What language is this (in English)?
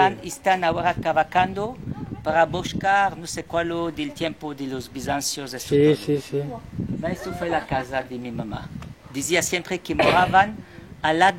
Ladino